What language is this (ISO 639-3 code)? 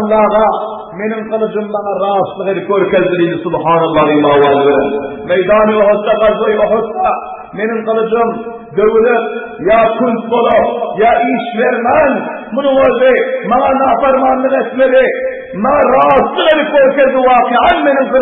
tuk